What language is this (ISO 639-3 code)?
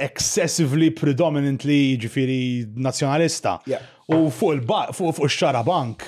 mlt